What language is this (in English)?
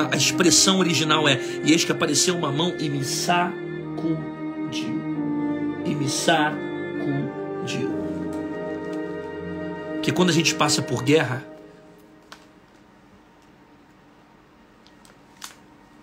Portuguese